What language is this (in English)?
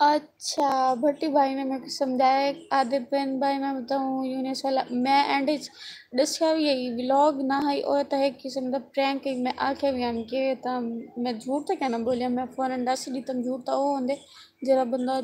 Saraiki